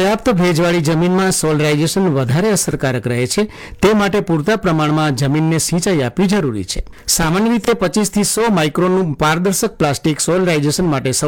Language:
Gujarati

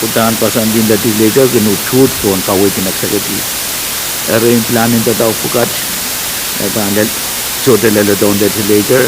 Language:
Pohnpeian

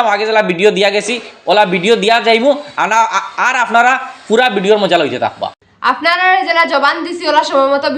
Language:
Sylheti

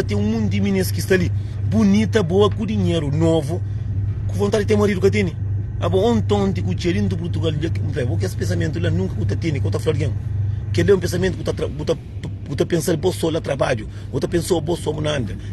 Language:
Kabuverdianu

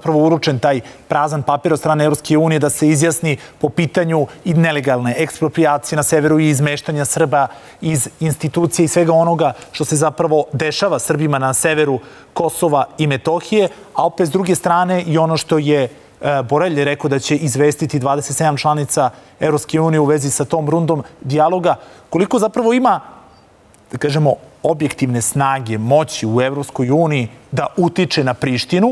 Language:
Serbian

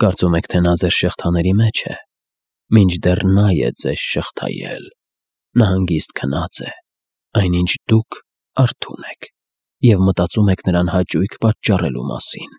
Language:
Armenian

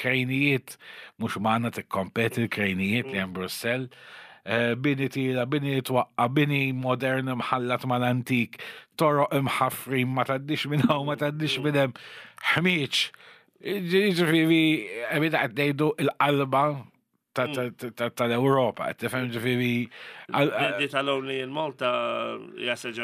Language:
Maltese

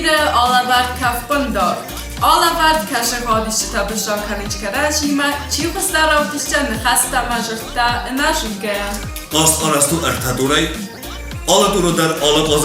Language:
Ossetic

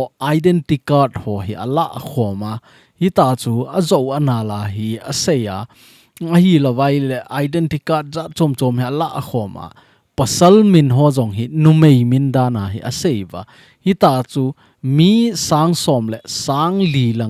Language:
Thado Chin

